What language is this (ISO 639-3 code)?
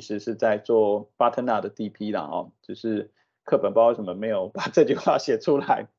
zho